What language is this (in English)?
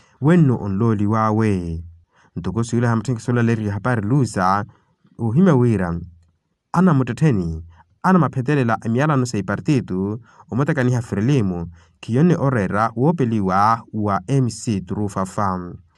Makhuwa